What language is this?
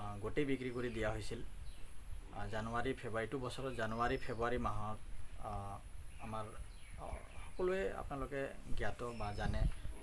Assamese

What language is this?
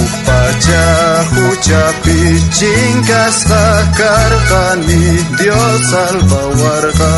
South Bolivian Quechua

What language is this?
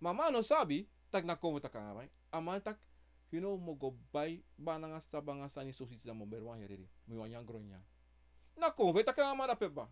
Sranan Tongo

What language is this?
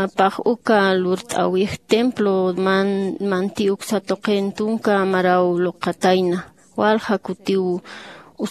Aymara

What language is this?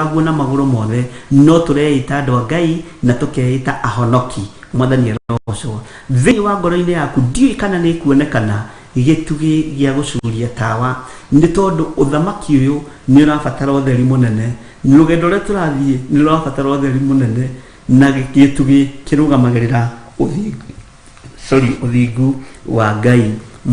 Kikuyu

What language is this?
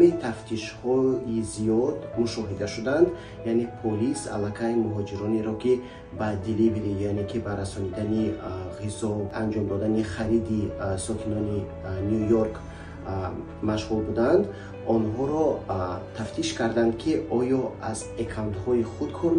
Tajik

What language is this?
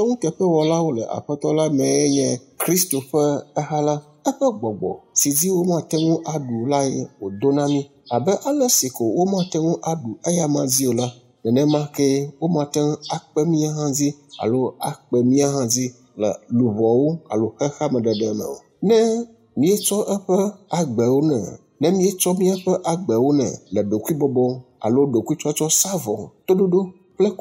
Ewe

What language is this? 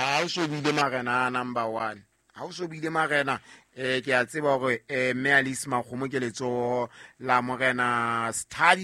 Southern Sotho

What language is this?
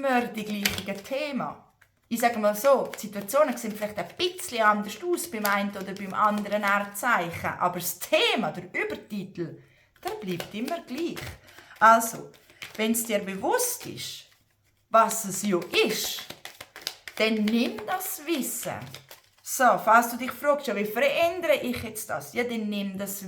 Swiss German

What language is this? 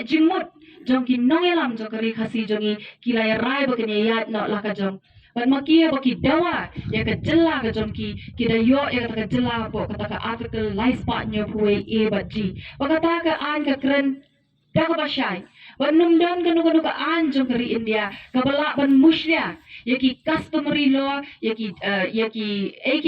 Khasi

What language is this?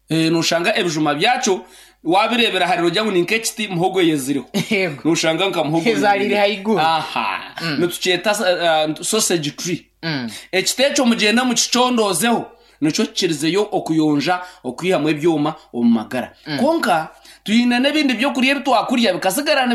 Nyankole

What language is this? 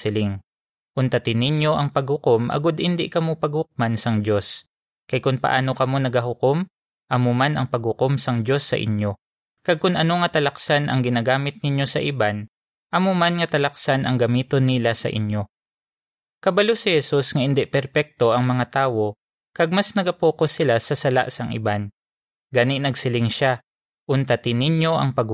Hiligaynon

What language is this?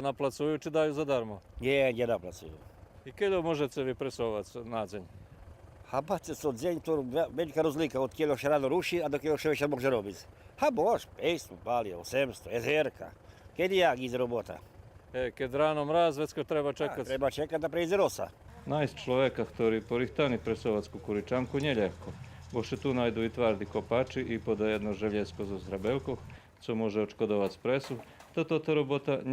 Rusyn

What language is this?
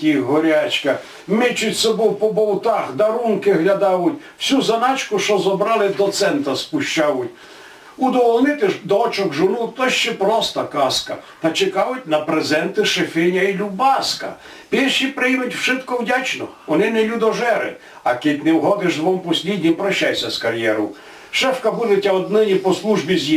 Rusyn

